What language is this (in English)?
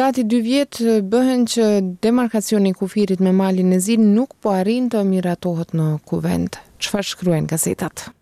Albanian